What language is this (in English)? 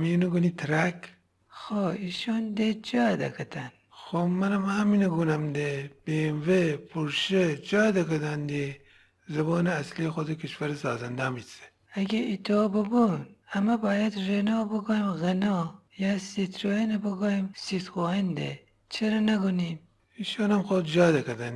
Gilaki